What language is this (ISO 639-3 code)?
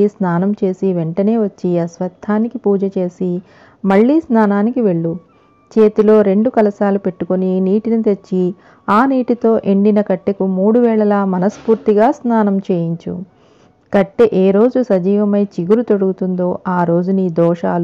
tel